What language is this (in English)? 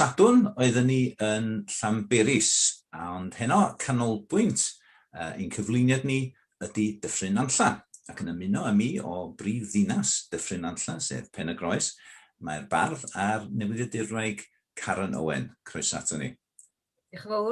Welsh